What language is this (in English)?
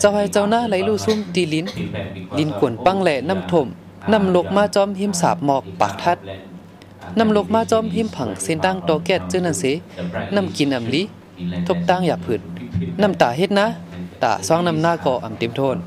Shan